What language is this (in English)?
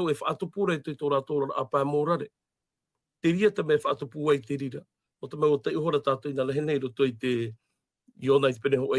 Tahitian